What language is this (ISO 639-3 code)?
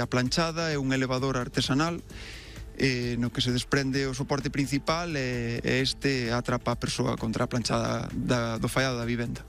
glg